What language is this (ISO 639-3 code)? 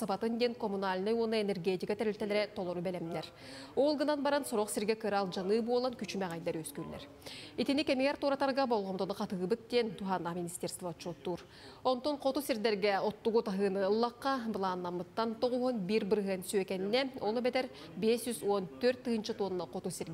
sah